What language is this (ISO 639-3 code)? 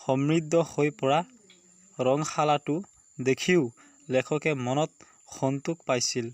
asm